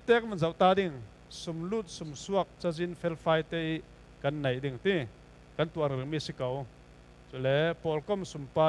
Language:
Falam Chin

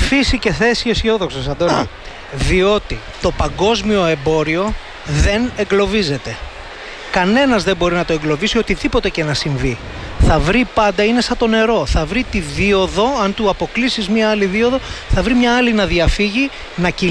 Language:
Greek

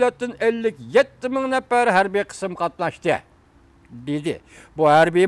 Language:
Uyghur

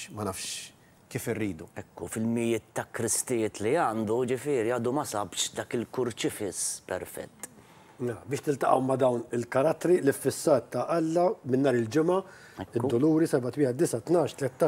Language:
Maltese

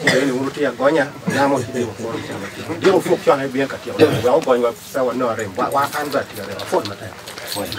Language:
Acoli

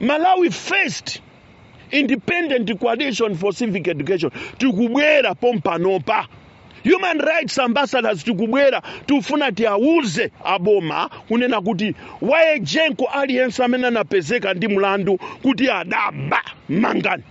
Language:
Nyanja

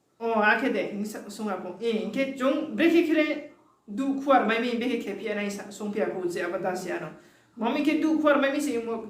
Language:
Riang (India)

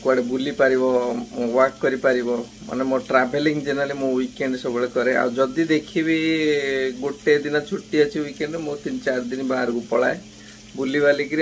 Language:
Odia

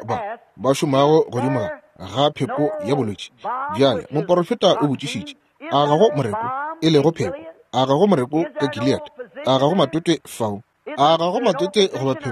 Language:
Northern Sotho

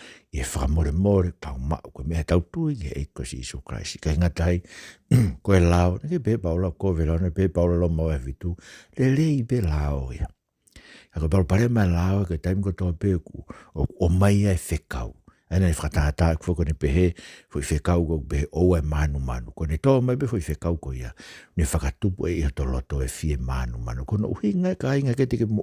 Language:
Tongan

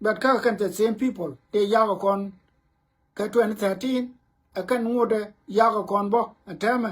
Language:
Nuer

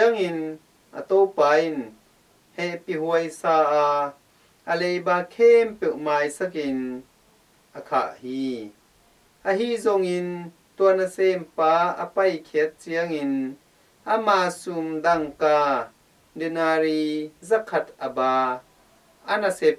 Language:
Tedim Chin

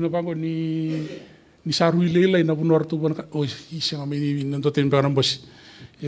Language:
Fijian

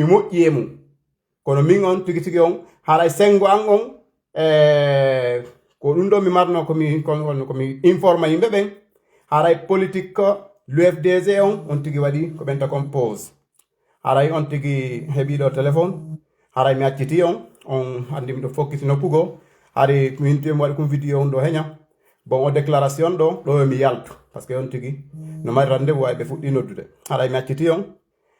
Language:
Fula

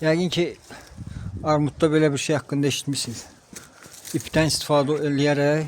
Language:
Azerbaijani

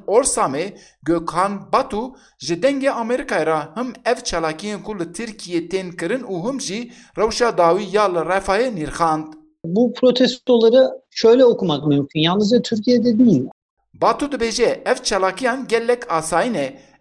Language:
Kurdish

